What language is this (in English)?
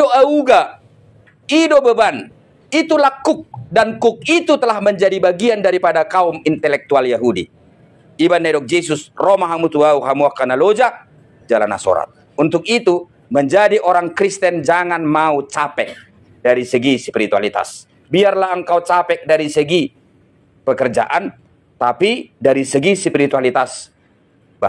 Batak Toba